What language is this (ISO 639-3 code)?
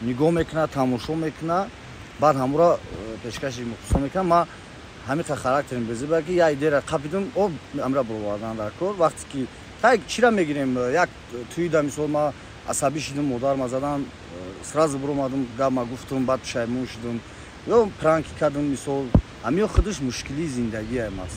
tgk